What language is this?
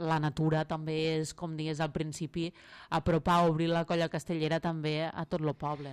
Catalan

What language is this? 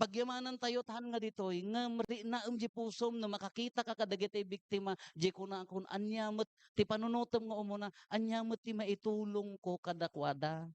Iloko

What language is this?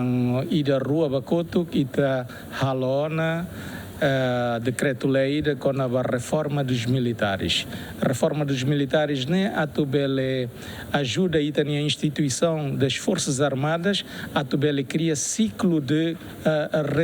Tetum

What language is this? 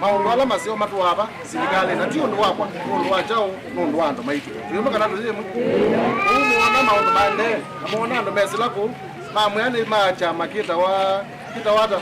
Kamba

